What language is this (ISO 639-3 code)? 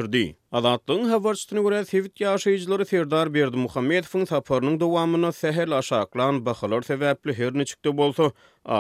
tuk